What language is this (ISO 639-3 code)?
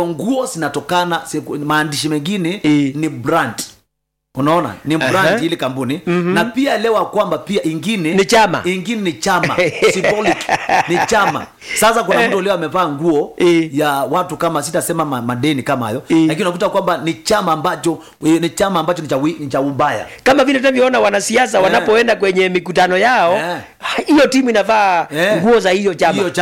swa